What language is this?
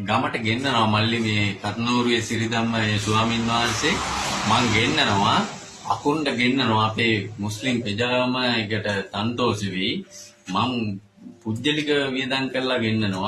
Sinhala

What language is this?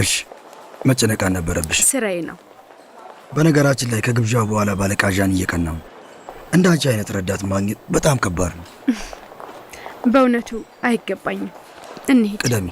Amharic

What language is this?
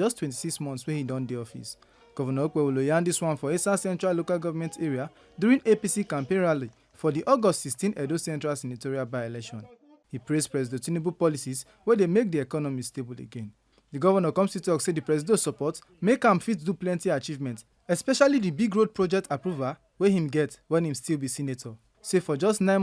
Nigerian Pidgin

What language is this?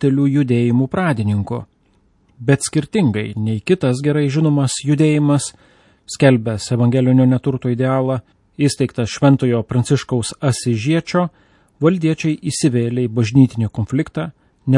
Lithuanian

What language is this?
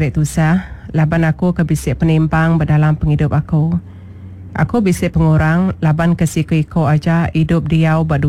Iban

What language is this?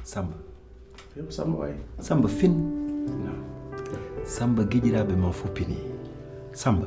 Fula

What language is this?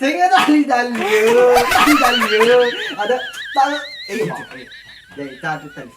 Nias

